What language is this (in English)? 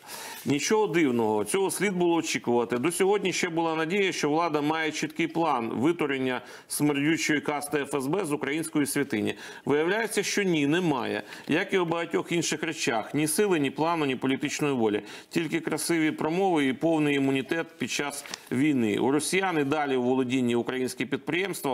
Ukrainian